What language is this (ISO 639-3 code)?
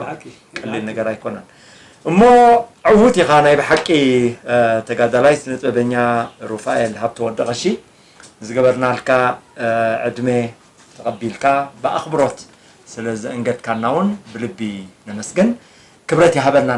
tir